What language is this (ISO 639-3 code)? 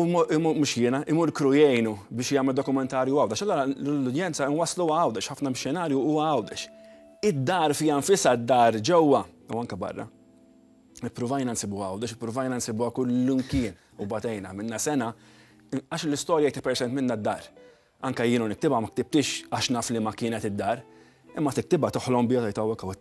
mlt